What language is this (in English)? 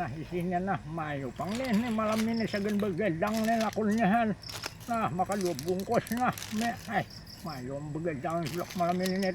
Banjar